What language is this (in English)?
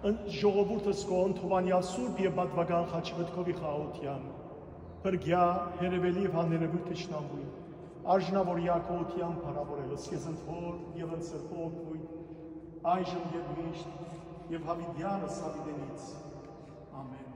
Western Armenian